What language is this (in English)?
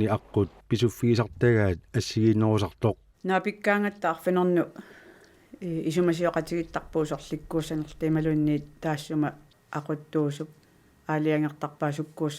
Kalaallisut